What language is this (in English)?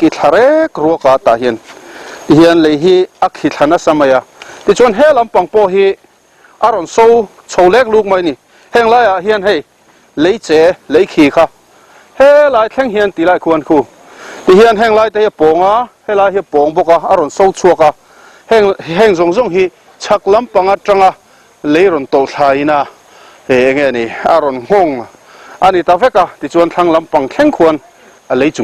Mizo